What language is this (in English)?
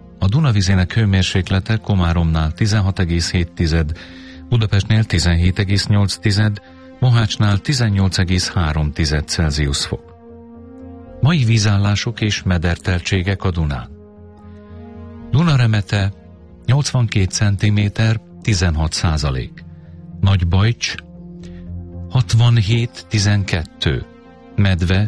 Hungarian